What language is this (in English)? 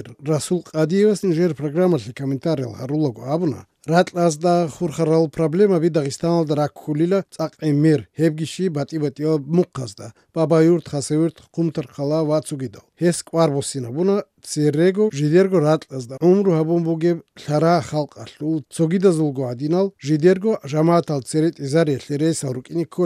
Avaric